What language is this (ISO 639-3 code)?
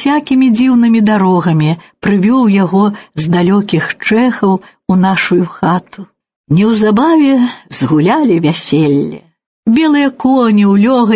bel